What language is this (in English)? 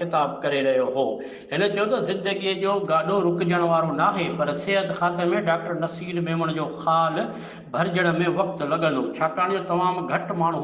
Sindhi